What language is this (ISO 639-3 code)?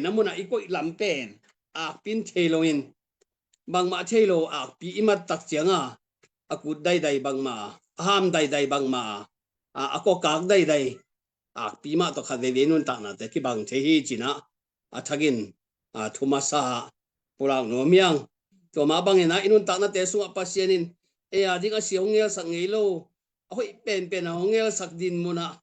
ctd